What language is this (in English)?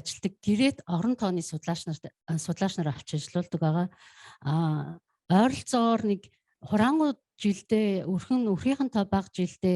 Mongolian